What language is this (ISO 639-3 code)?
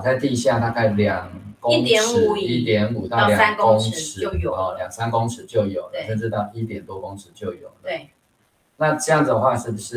zho